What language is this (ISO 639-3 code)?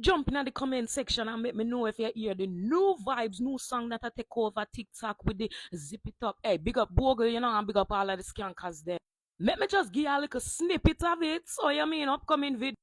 jam